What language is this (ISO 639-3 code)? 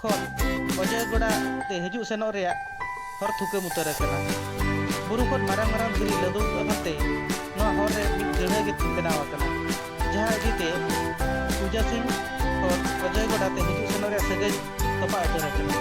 sat